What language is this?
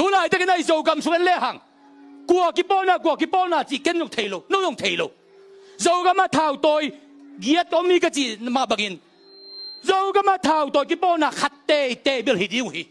Tedim Chin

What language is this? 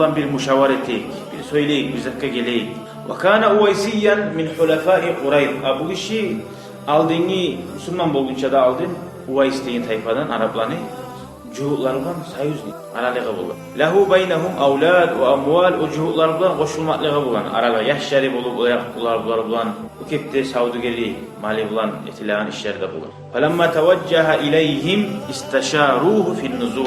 Kumyk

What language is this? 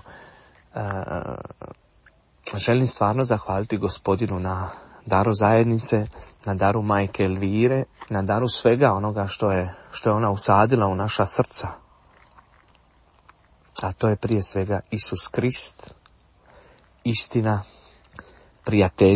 Croatian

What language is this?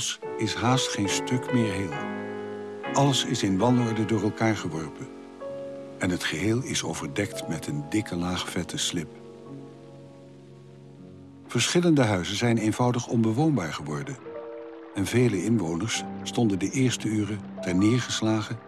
Dutch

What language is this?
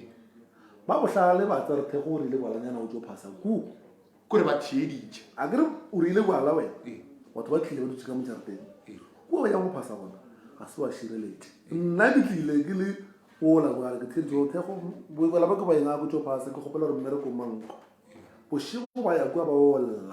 Northern Sotho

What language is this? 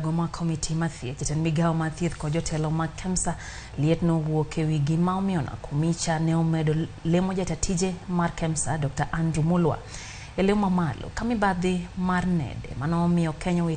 Luo (Kenya and Tanzania)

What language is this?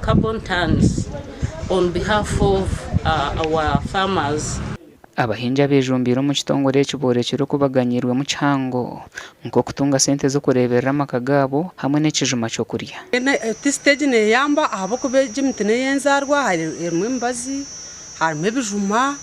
Nyankole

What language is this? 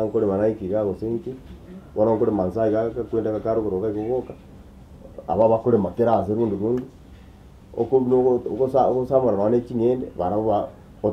Gusii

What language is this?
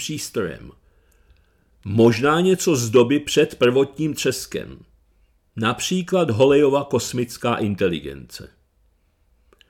Czech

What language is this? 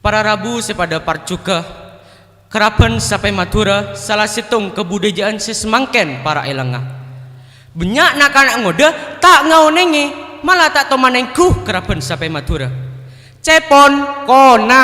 Madurese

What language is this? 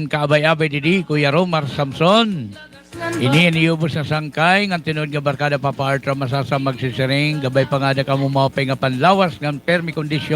Waray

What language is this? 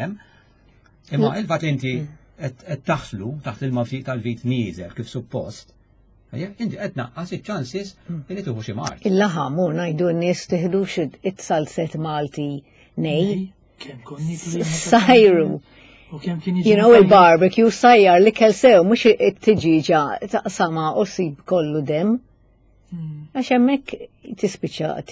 Maltese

